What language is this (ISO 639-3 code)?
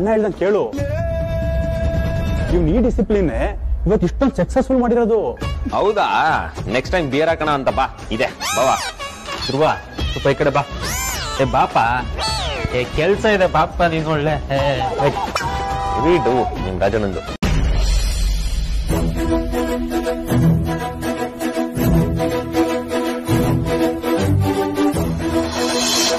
kan